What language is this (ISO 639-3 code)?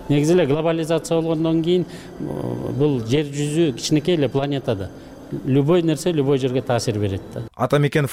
kir